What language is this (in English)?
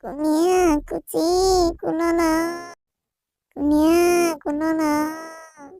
Hmong